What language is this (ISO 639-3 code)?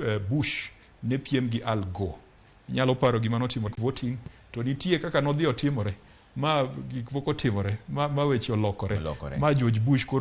luo